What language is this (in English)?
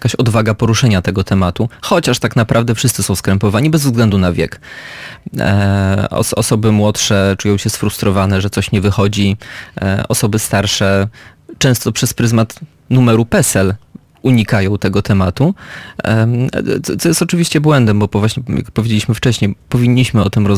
Polish